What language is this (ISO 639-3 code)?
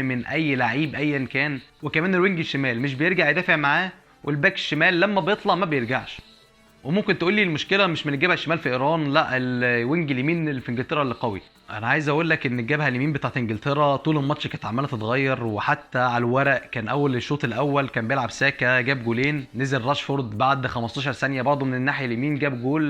arz